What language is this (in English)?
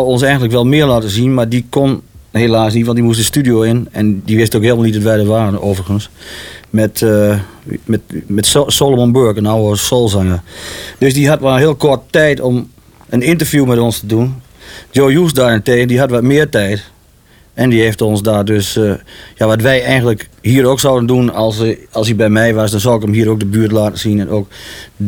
Dutch